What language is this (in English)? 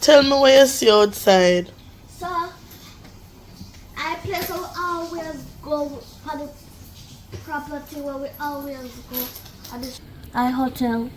Jamaican Creole English